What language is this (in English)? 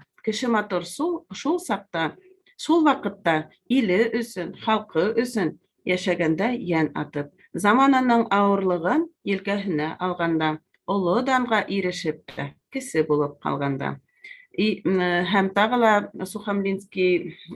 Bashkir